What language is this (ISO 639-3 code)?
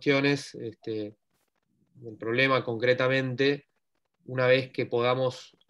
spa